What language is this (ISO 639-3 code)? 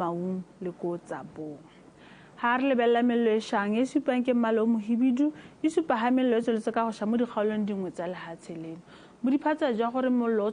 tsn